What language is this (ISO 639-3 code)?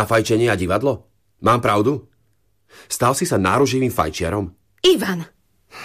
slk